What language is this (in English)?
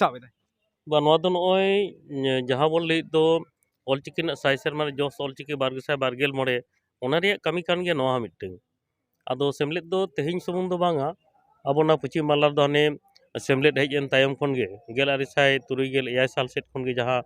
Santali